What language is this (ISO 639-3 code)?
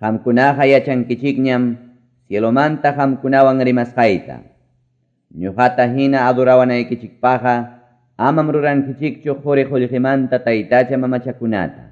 que